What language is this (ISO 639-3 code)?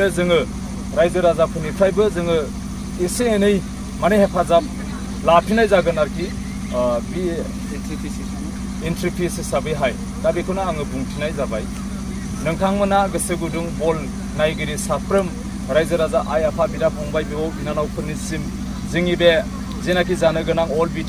brx